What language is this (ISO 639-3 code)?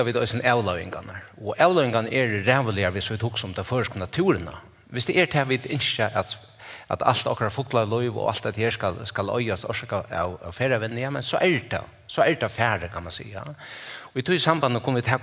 fao